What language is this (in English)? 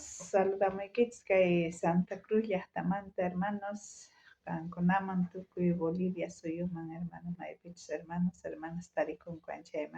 South Bolivian Quechua